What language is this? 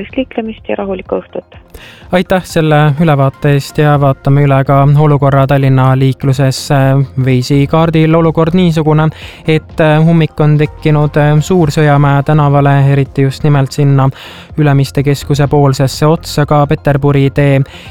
Estonian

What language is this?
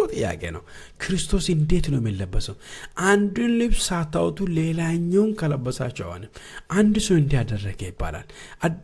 Amharic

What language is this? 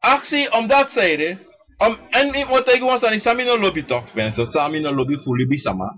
Sranan Tongo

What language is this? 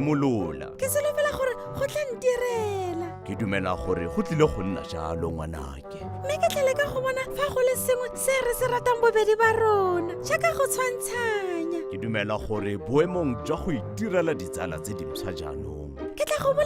Tswana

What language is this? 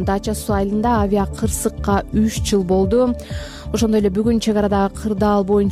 Kyrgyz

